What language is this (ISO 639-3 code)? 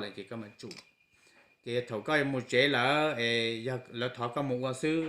hmn